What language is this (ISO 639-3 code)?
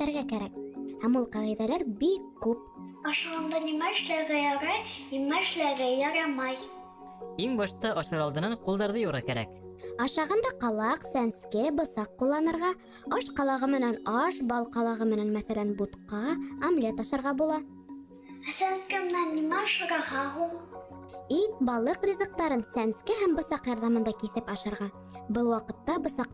bak